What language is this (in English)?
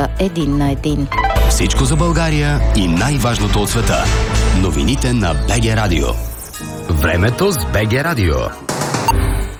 Bulgarian